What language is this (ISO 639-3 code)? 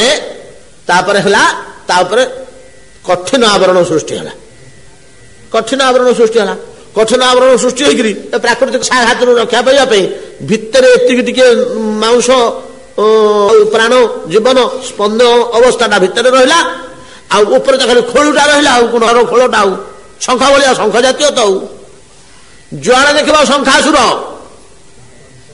ori